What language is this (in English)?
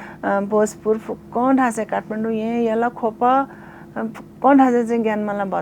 Newari